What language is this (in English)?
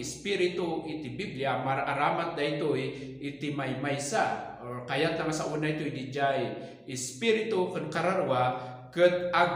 Iloko